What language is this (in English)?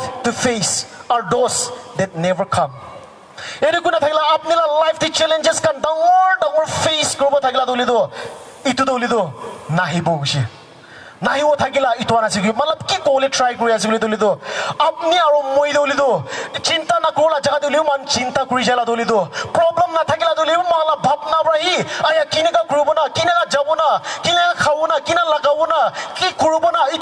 Naga Pidgin